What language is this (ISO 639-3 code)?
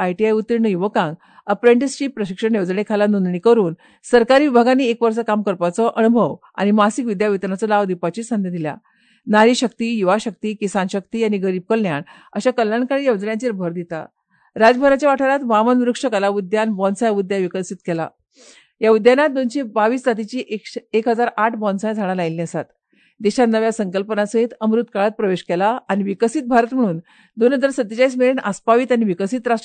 kok